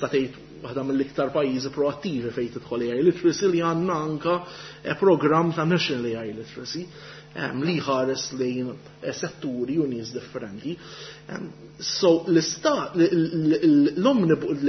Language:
Maltese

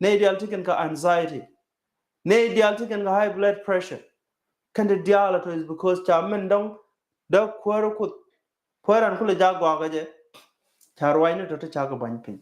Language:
Nuer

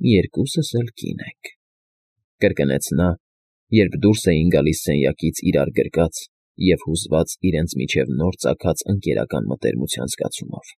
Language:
Armenian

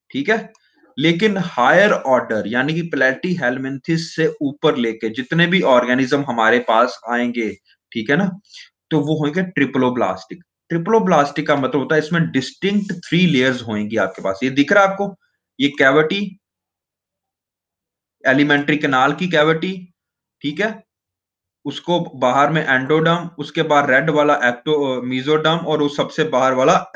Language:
Hindi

